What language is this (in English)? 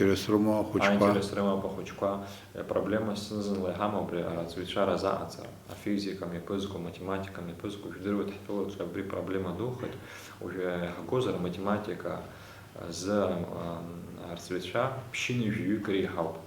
Abkhazian